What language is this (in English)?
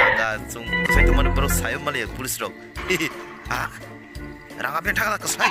Kok Borok